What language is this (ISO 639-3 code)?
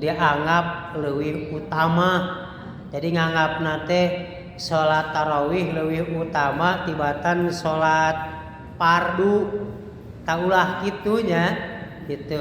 sun